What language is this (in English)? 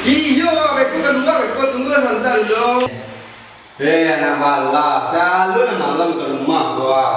Minangkabau